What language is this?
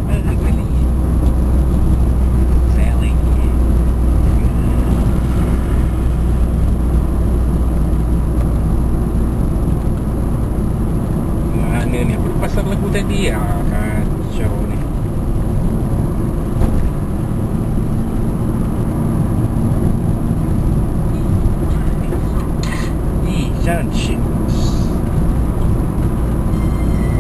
Malay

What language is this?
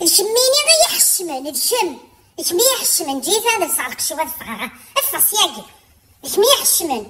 Kabyle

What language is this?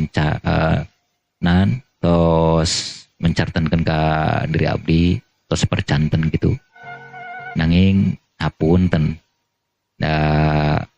Sundanese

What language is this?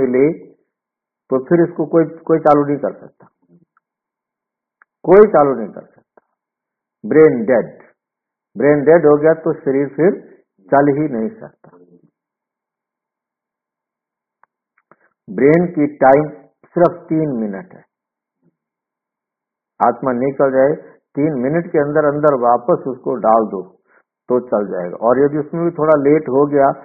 Hindi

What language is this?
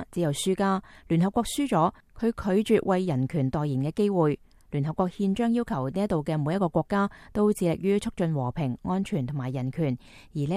Cantonese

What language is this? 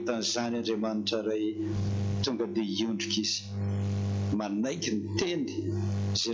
Malagasy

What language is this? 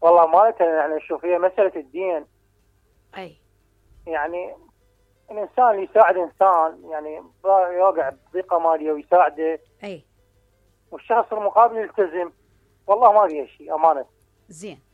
Mesopotamian Arabic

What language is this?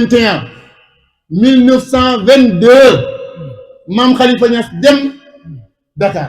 Wolof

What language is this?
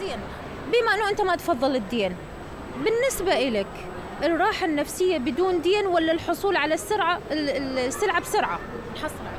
Mesopotamian Arabic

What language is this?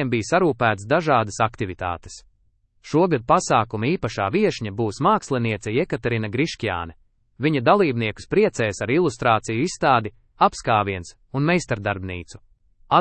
Latvian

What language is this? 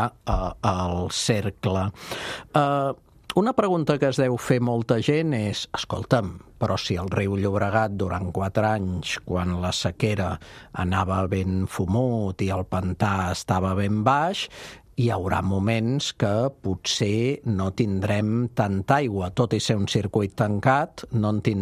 Catalan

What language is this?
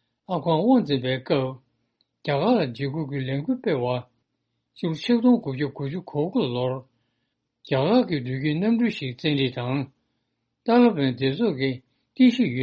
Tibetan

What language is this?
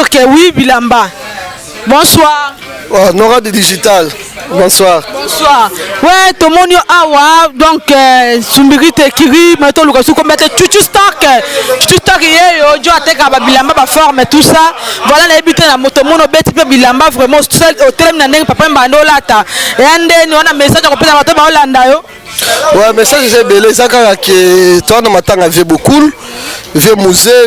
Lingala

